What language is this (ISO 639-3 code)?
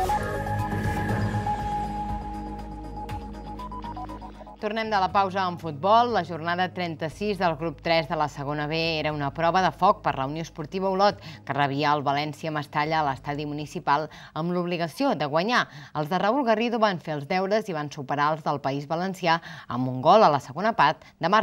cat